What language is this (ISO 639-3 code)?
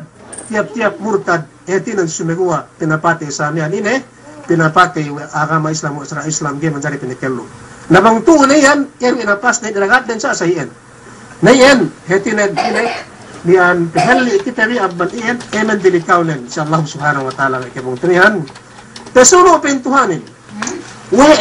yka